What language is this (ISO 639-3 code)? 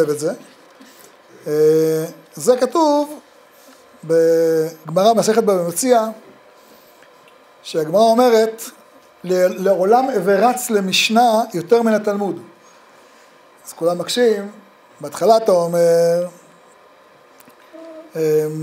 heb